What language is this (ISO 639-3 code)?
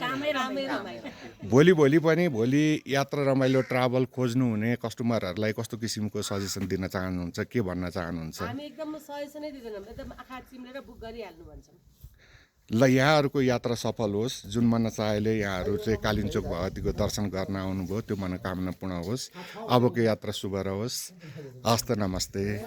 nep